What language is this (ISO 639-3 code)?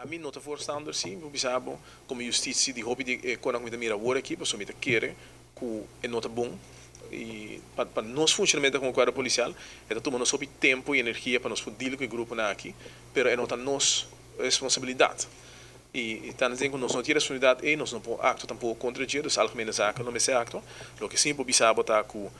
pap